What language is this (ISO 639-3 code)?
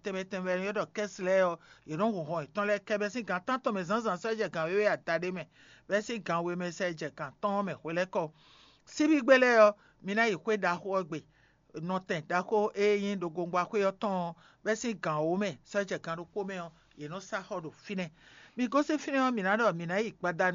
fon